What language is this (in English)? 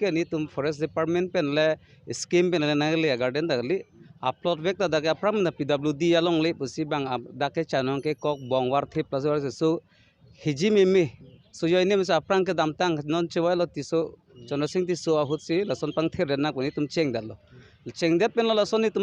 Karbi